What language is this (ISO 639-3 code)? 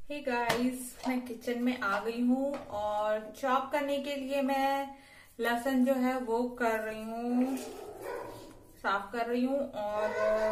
hin